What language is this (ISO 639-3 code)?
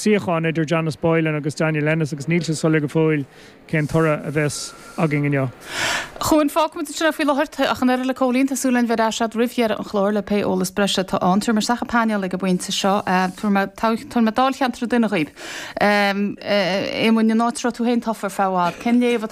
gle